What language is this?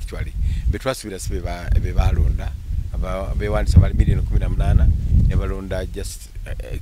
Ganda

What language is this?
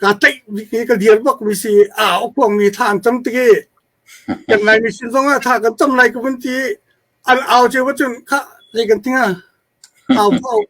Hakha Chin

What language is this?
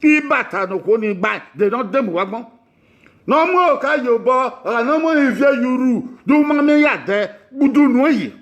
Bini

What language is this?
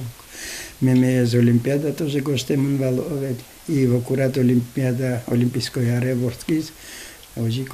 Udmurt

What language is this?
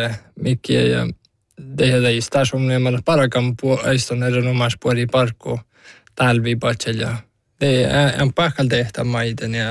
Northern Sami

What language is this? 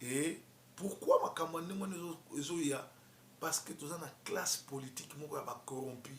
Lingala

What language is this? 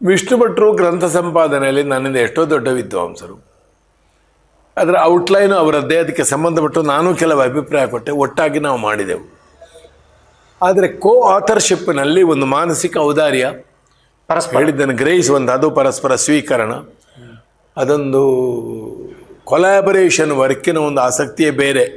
Kannada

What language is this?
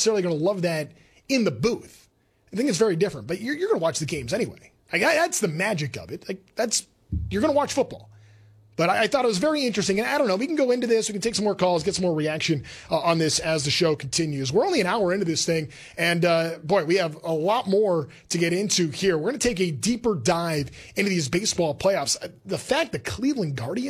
English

